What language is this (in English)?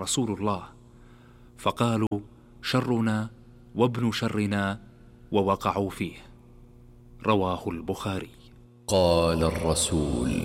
Arabic